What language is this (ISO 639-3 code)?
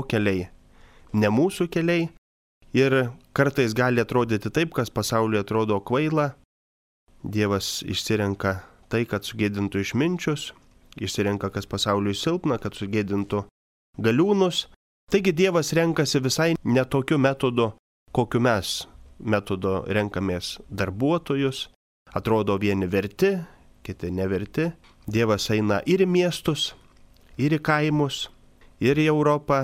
lit